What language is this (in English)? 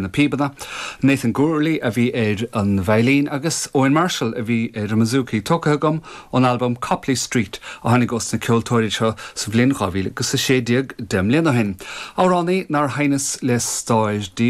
Irish